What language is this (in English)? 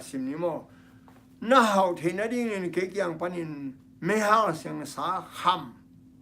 Tedim Chin